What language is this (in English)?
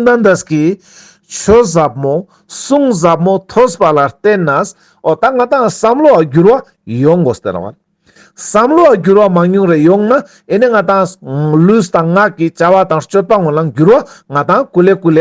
Ladakhi